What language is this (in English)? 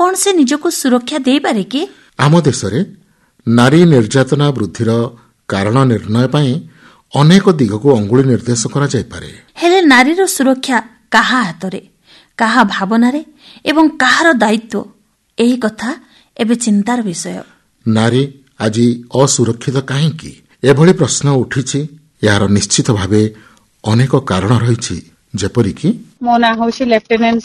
Odia